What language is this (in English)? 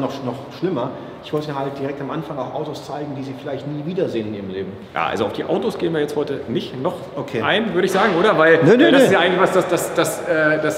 German